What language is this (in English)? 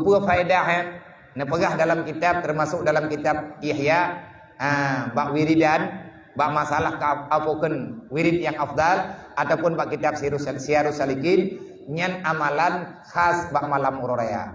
Achinese